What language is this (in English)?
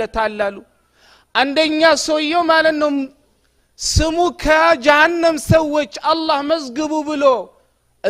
Amharic